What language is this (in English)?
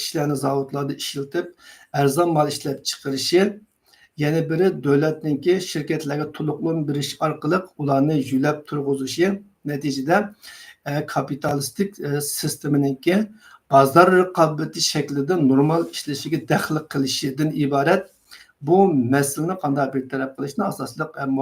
Uyghur